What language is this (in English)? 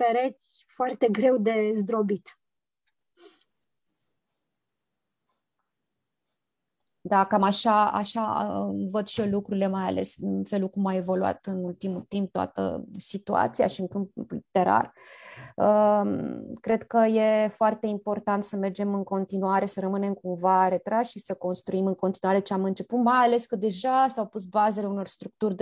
Romanian